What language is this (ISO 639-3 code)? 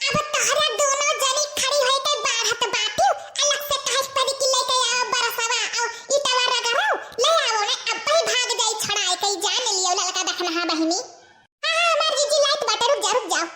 awa